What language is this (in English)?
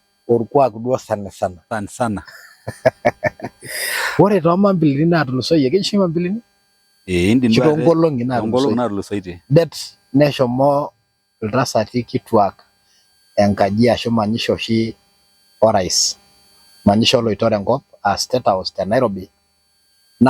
Masai